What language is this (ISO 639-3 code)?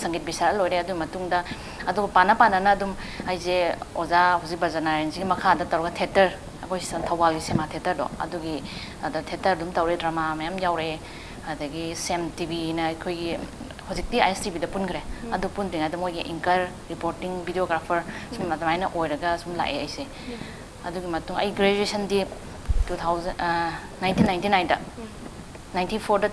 mni